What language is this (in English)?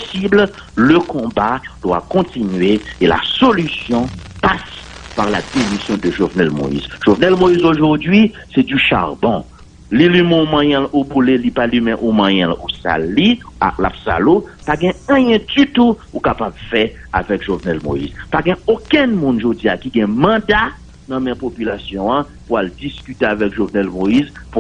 Haitian Creole